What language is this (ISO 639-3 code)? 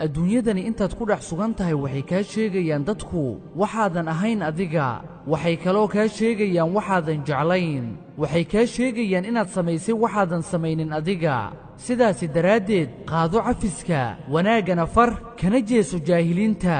som